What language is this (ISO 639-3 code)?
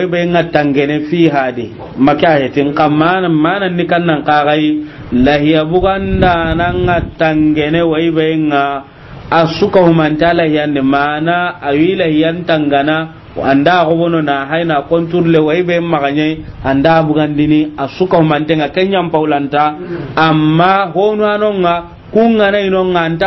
snk